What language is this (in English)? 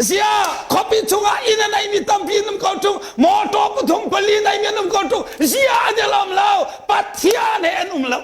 Hakha Chin